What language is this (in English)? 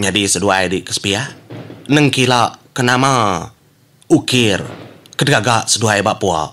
Iban